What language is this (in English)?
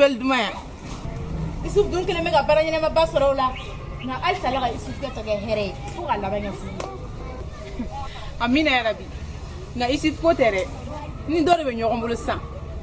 Bambara